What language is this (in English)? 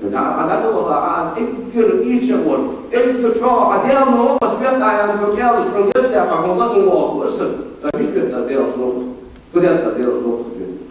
Ingush